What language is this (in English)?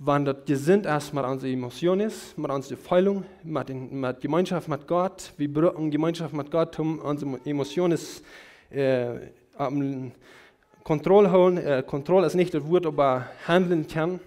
Plautdietsch